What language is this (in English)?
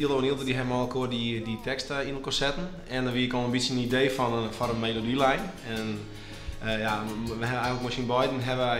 Western Frisian